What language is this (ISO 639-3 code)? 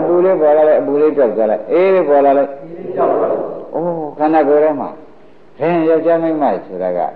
mya